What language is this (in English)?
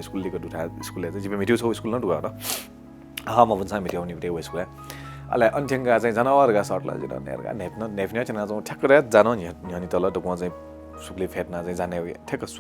Newari